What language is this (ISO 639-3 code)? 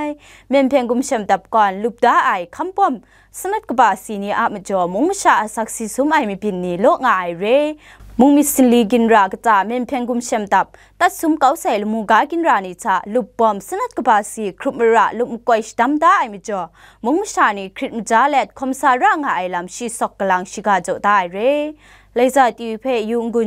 kac